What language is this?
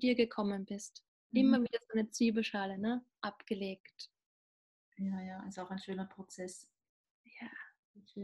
German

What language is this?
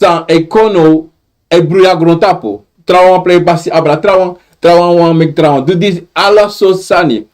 Sranan Tongo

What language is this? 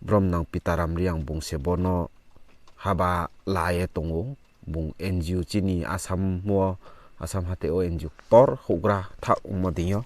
Riang (India)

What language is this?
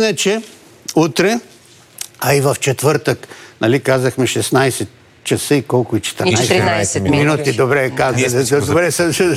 Bulgarian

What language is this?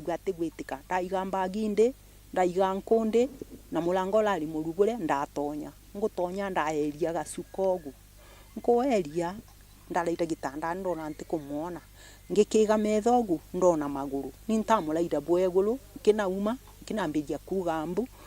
Meru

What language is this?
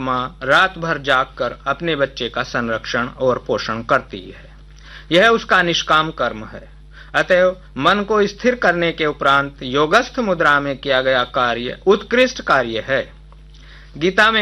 Hindi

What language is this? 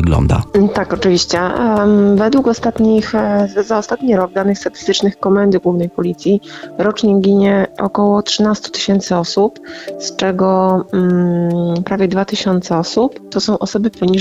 Polish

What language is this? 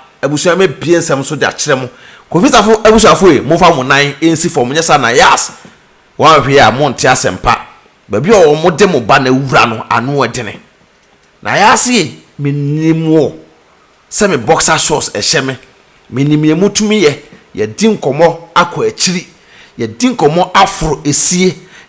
Akan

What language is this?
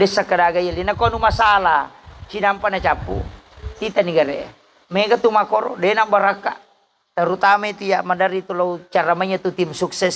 Buginese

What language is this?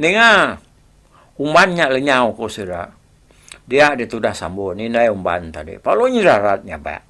Iban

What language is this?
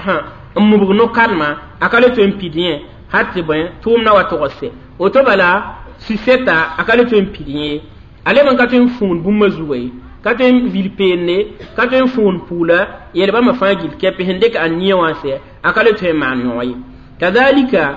Mossi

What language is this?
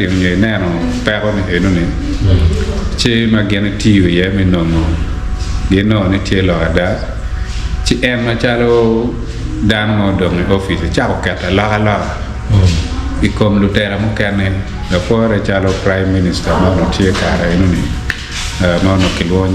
Acoli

